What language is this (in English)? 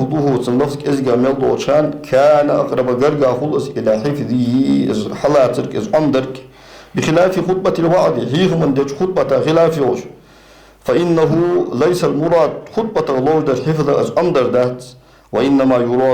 Ingush